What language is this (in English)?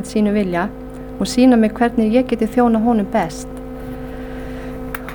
Icelandic